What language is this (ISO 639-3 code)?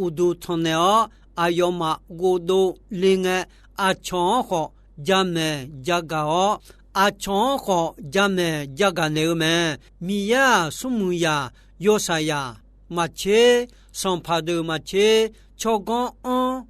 ahk